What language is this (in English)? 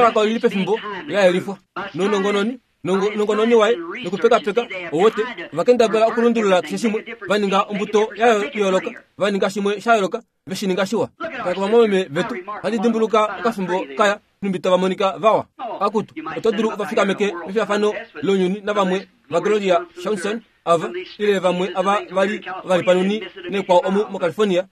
Kuanyama